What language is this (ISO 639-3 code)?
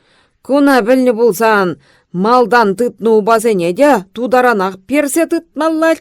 chv